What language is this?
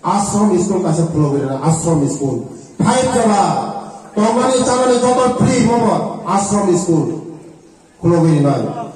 Riang (India)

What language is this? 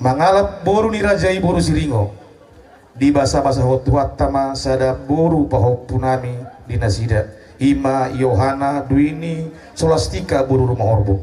Batak Toba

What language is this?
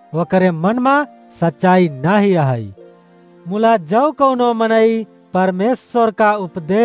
Awadhi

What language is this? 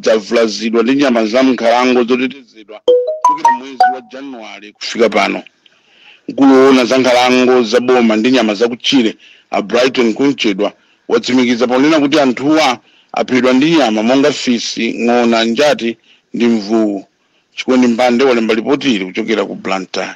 Nyanja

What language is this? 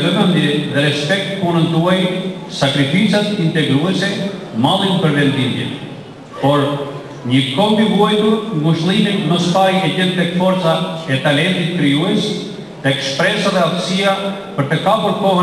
Albanian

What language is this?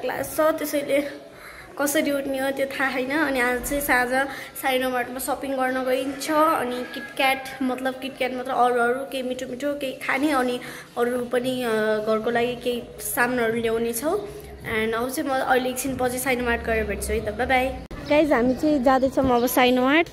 Nepali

